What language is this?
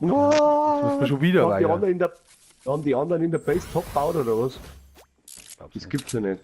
Bavarian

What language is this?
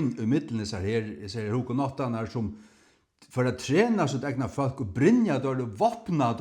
Faroese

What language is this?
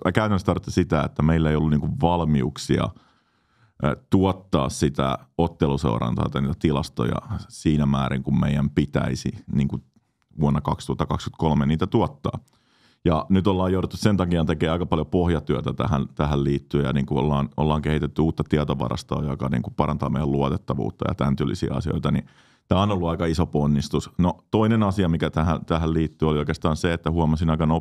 Finnish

